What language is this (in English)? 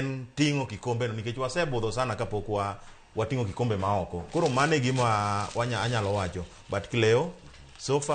Luo (Kenya and Tanzania)